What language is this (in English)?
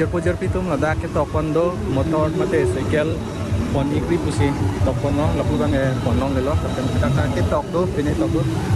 Karbi